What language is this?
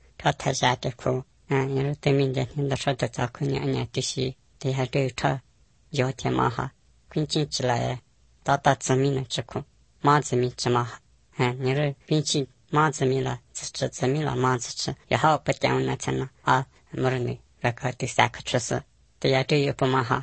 Latvian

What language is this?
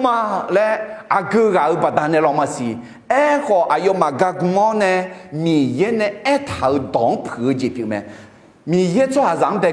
Akha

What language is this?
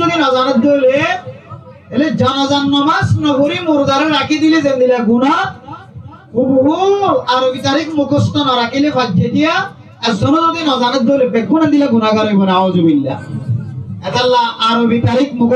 Rohingya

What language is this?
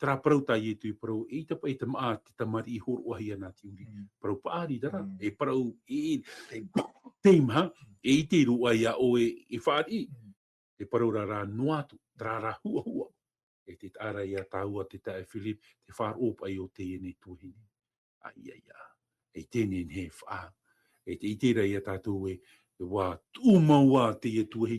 Tahitian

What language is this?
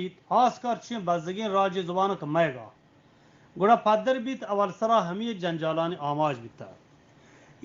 Eastern Balochi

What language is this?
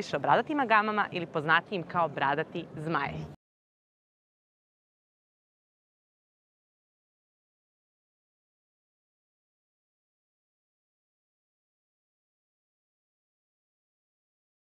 Serbian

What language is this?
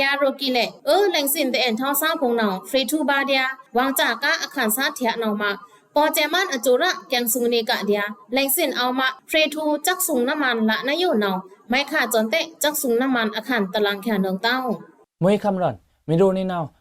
Pa'o Karen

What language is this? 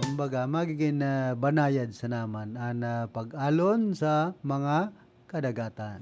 Bikol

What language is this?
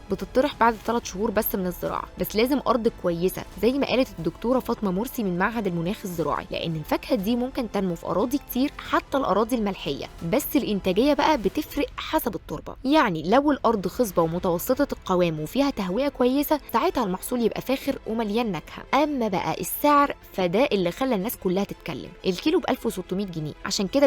Egyptian Arabic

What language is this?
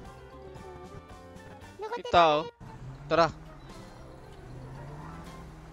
Filipino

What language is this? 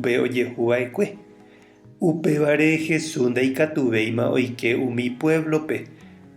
Guarani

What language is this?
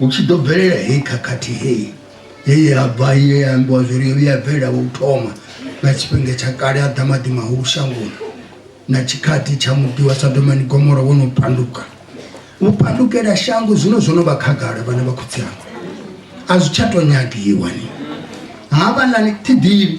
Venda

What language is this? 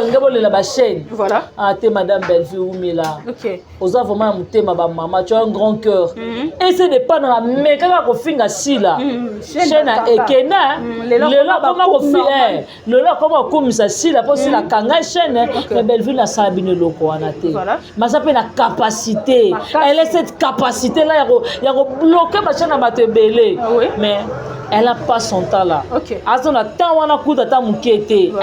Lingala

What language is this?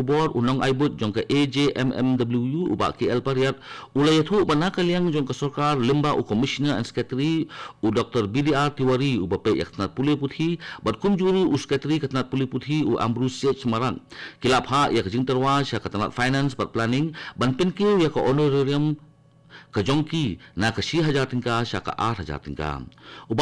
Khasi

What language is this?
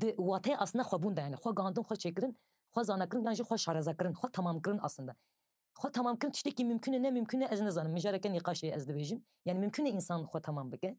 Kurdish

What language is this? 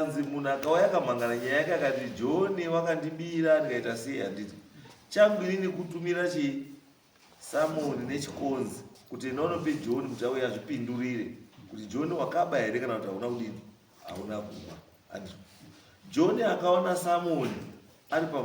Shona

